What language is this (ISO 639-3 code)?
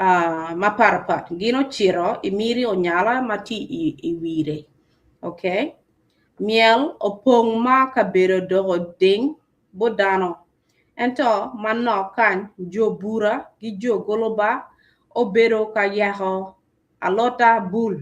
ach